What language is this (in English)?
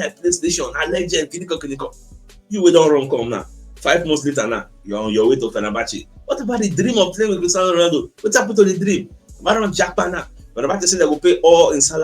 Nigerian Pidgin